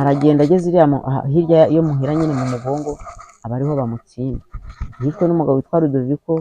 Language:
Kinyarwanda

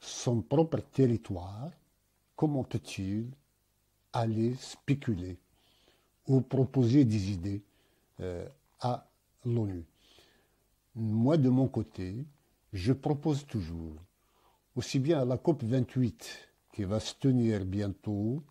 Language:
Kabyle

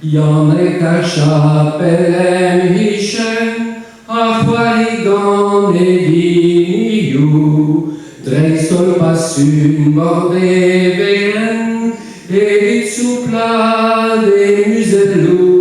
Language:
Breton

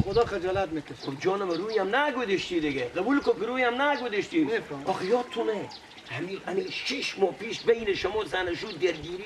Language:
Persian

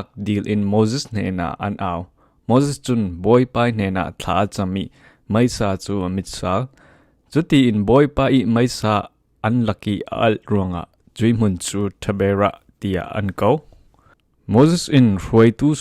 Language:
Falam Chin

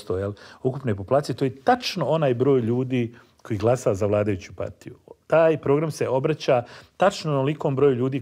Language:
Bosnian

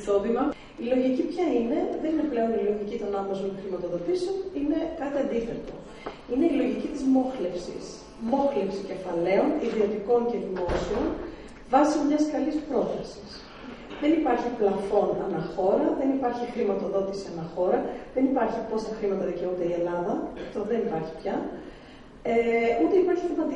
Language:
Greek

